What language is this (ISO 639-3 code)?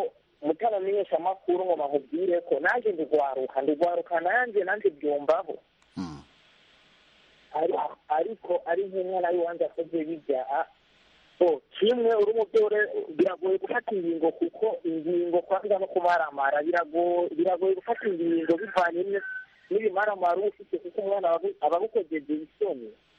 kin